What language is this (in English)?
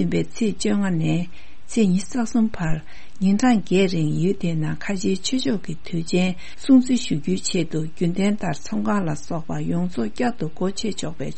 Tibetan